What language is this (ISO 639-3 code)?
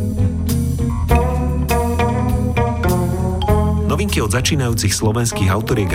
slk